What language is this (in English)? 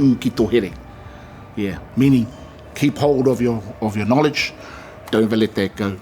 Māori